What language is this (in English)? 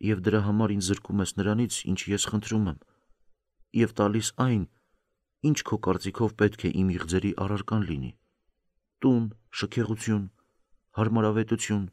Armenian